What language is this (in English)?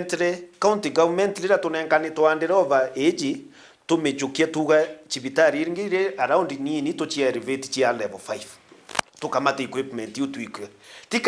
Meru